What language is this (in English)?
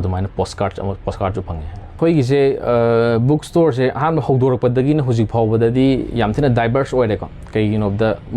Manipuri